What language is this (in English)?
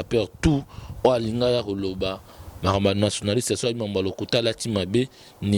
Lingala